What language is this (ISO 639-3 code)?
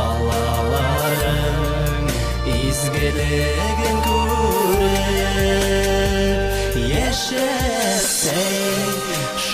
bak